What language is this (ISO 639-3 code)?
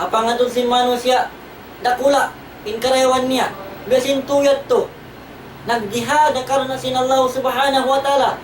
tsg